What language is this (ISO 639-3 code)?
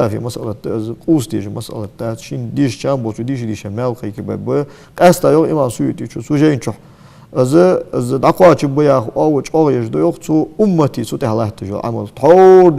inh